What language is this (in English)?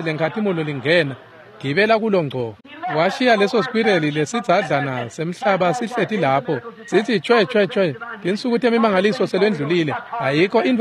Swati